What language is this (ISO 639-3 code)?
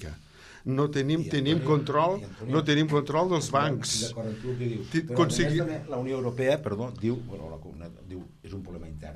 cat